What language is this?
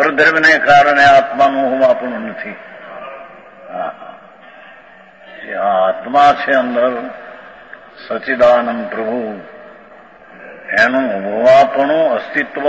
Gujarati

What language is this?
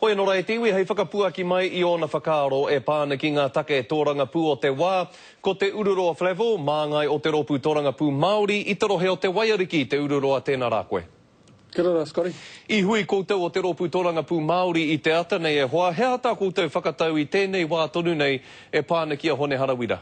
Māori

